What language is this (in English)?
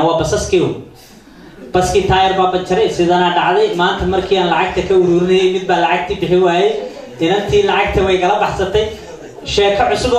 Somali